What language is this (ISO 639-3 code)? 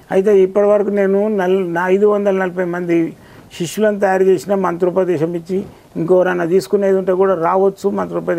tel